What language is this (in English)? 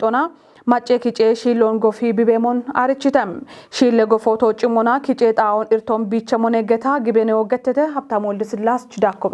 Kafa